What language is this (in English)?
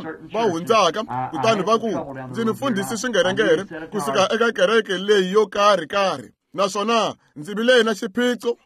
Tsonga